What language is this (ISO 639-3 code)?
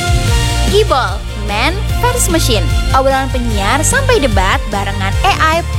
ind